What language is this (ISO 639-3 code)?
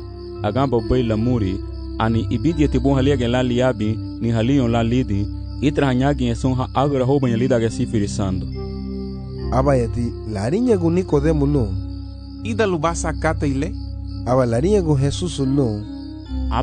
cab